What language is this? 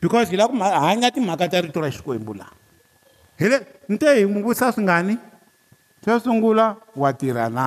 Tsonga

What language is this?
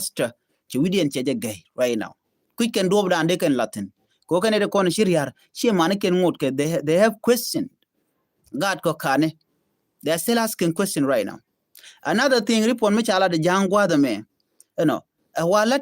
Nuer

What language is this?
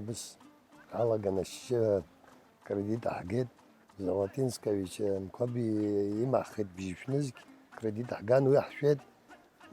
Abkhazian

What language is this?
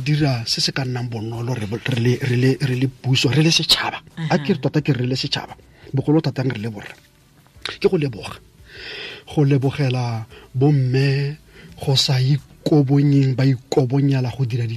Tswana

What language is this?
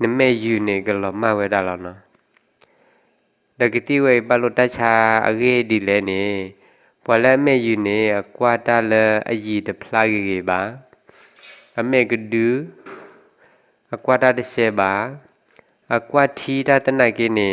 S'gaw Karen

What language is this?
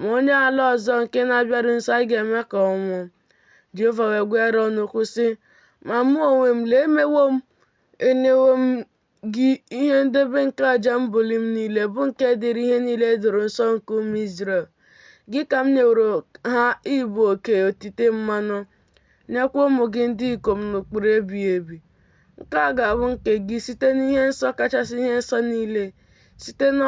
Igbo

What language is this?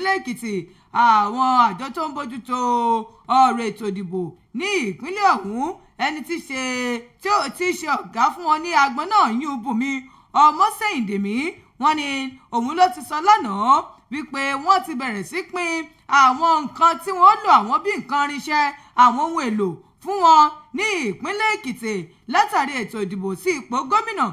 Yoruba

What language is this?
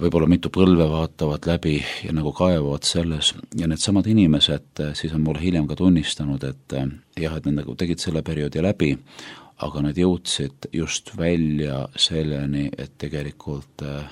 Estonian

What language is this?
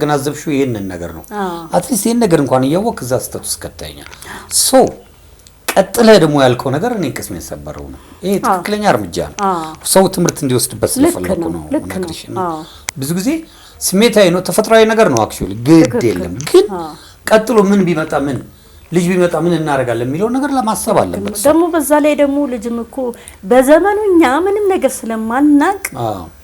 Amharic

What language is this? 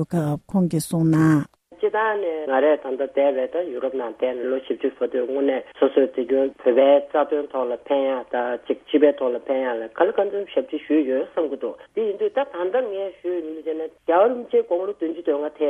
Tibetan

